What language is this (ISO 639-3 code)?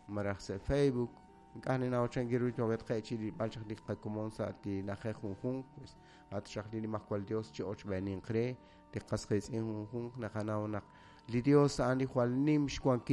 kek